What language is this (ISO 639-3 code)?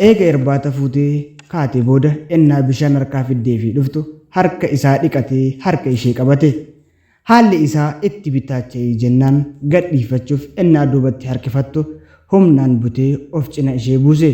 orm